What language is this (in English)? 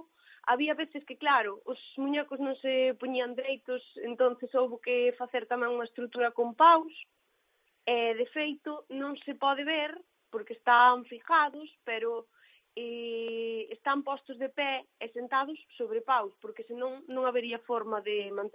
Galician